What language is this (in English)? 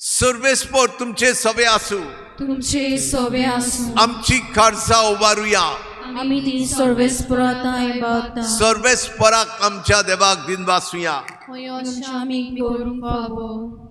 Konkani